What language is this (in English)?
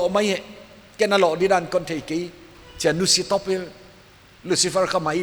Paite Chin